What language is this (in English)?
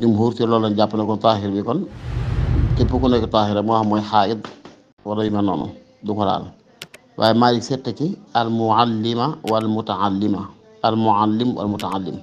Wolof